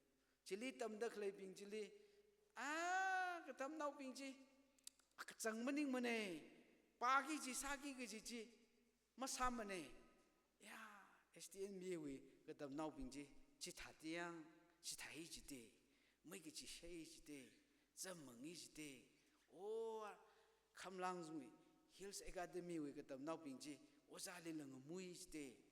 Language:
Tangkhul Naga (India)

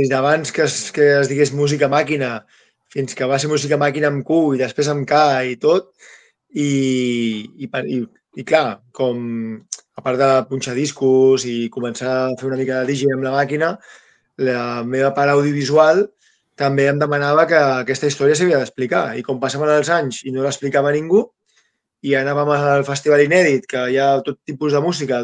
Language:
Catalan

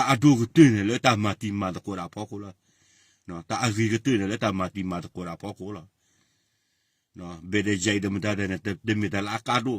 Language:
S'gaw Karen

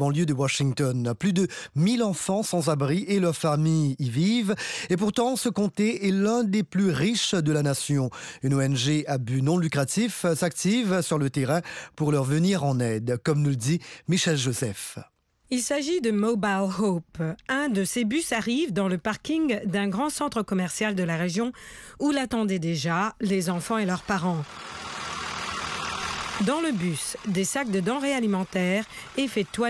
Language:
French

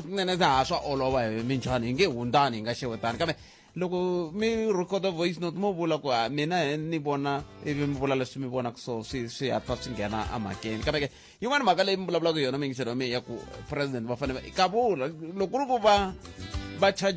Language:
Tsonga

